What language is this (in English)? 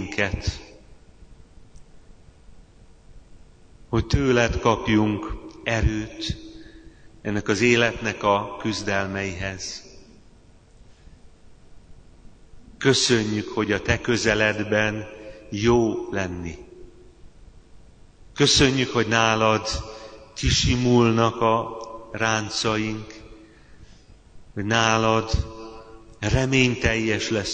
Hungarian